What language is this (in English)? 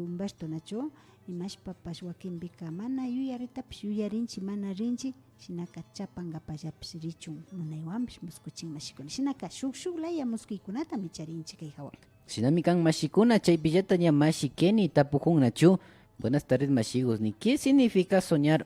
Imbabura Highland Quichua